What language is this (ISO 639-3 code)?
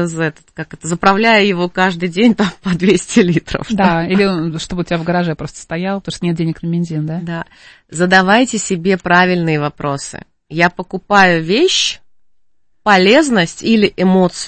rus